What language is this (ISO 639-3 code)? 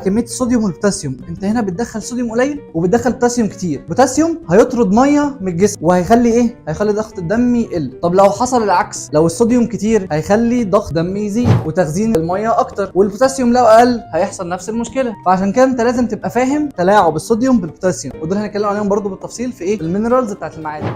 arz